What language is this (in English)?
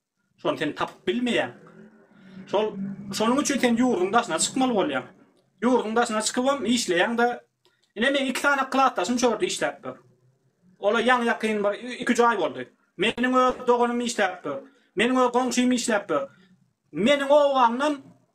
Turkmen